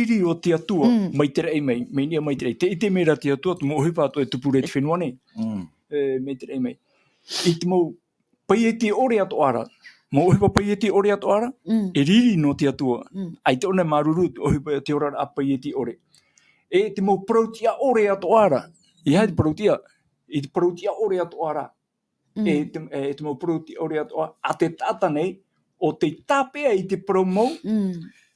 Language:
Tahitian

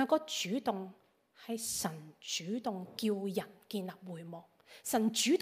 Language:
Cantonese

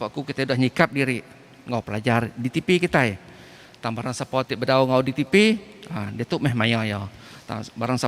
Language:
Iban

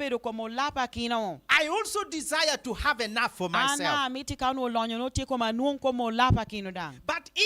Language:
Lango (Uganda)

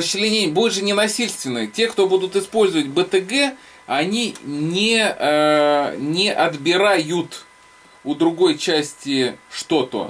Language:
Russian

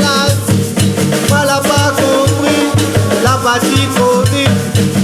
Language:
Réunion Creole French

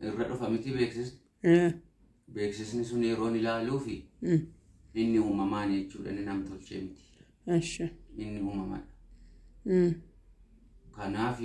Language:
Oromo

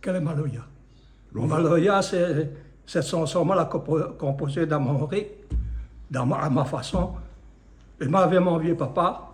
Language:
Réunion Creole French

